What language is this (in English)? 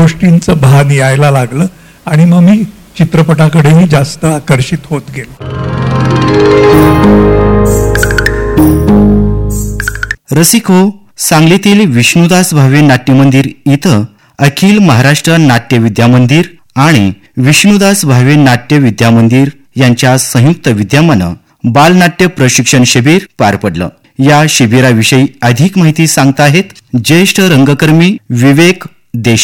Marathi